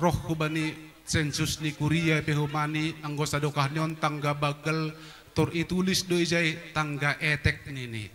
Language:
Batak Simalungun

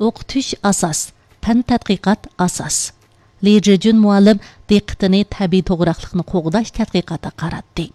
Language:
Uyghur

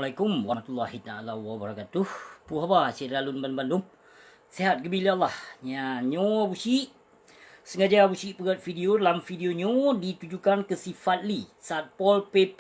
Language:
Achinese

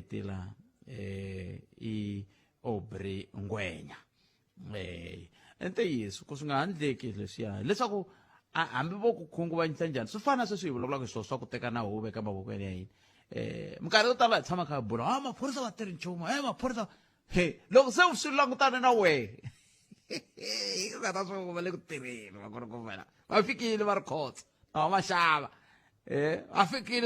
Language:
Tsonga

